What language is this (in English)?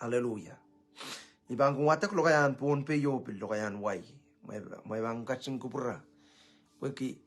Pohnpeian